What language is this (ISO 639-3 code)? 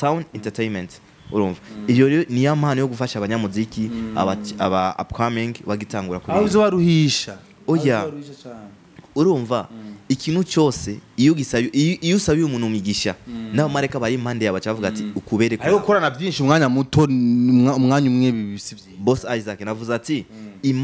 run